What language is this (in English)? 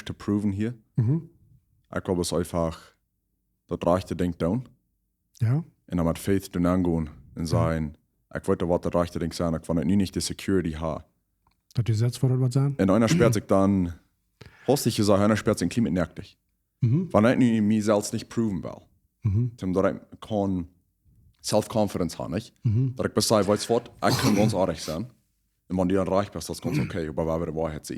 Plautdietsch